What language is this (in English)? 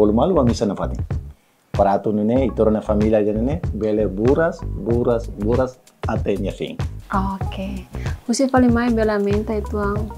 Tetum